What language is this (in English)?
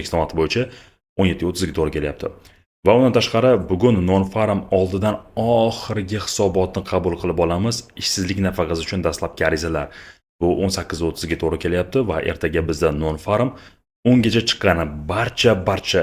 Uzbek